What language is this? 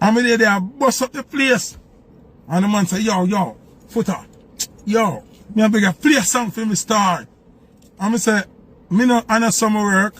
Jamaican Creole English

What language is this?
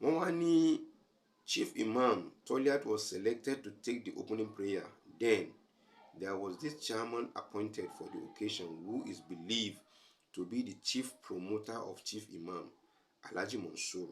Yoruba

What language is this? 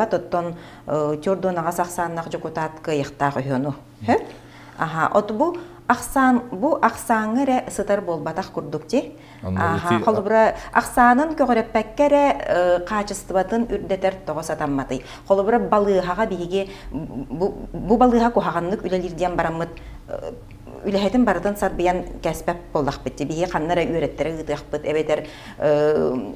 Yakut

